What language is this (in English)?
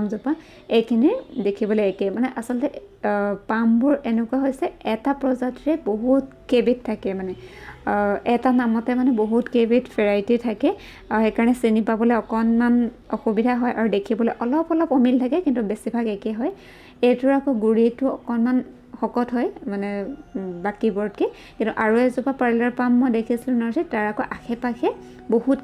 Assamese